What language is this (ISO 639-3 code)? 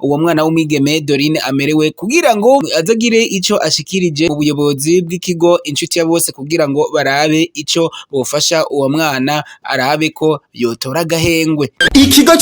run